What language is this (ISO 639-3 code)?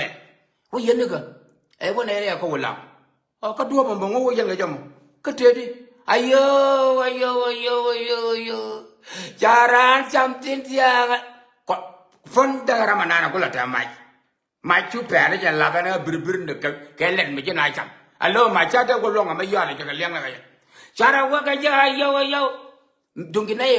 nus